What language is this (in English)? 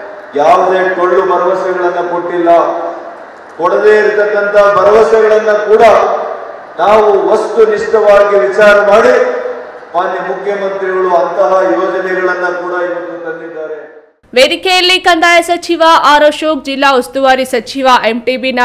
Kannada